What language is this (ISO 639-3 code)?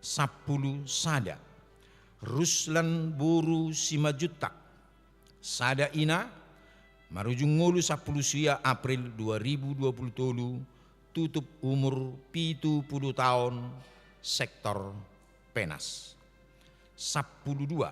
bbc